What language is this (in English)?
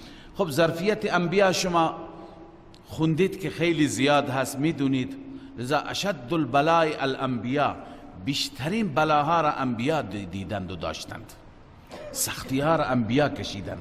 Persian